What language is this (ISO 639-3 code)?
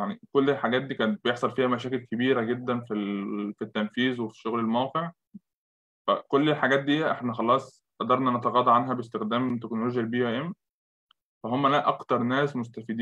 arz